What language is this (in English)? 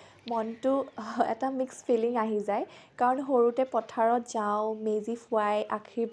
Assamese